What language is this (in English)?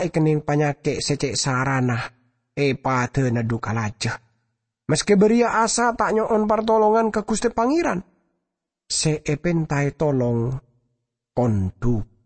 Madurese